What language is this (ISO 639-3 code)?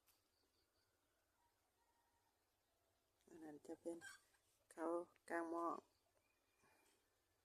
lao